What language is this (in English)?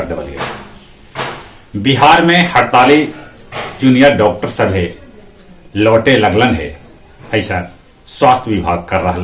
Magahi